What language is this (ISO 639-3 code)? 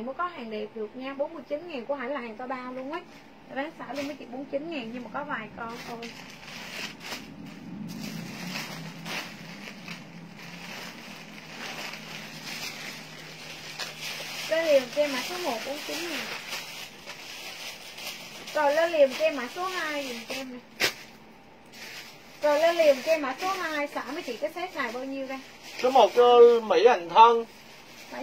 vie